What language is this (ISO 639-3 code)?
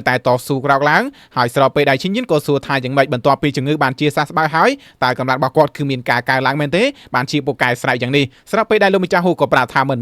khm